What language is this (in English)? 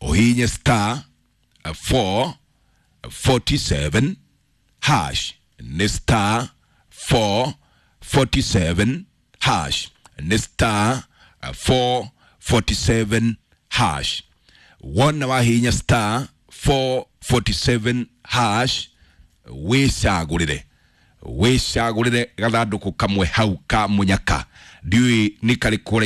Kikuyu